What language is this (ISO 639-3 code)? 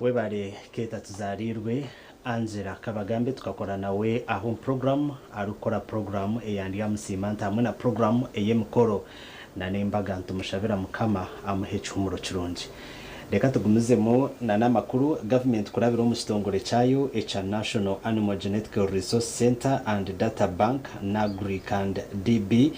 nyn